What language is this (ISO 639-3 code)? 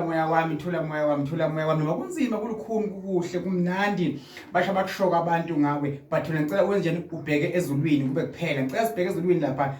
zul